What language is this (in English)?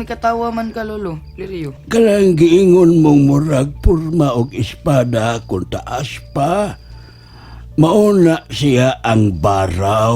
Cebuano